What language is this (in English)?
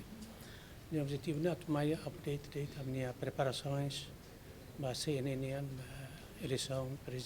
Tetum